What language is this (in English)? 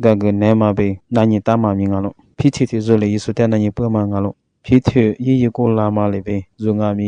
Lisu